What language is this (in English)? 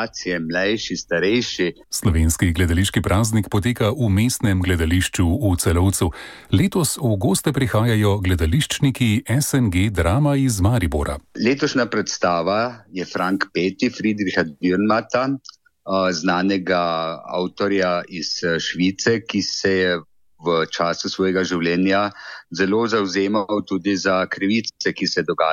Slovenian